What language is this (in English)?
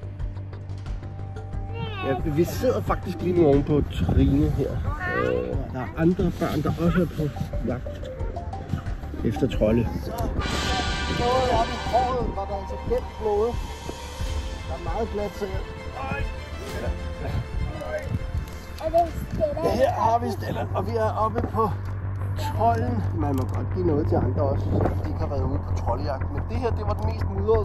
Danish